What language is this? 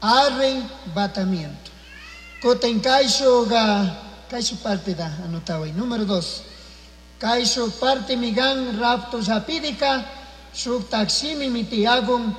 Chimborazo Highland Quichua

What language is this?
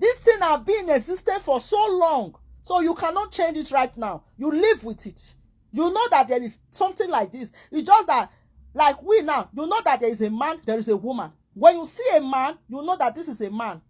Nigerian Pidgin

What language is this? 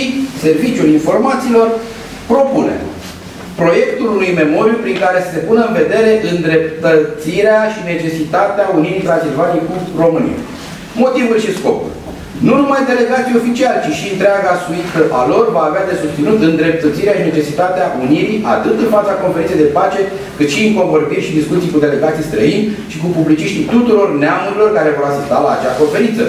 Romanian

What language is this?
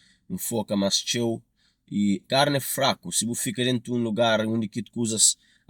Kabuverdianu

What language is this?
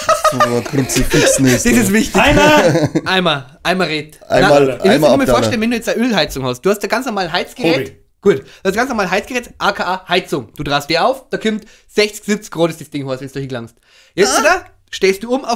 Bavarian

